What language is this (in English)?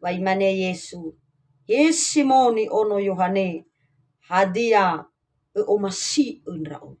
Nias